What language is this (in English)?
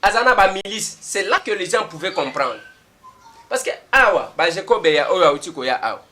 Lingala